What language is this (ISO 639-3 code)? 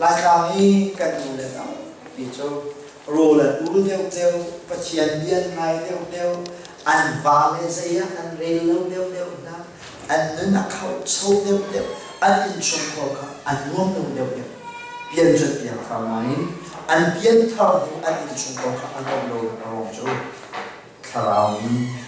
cnh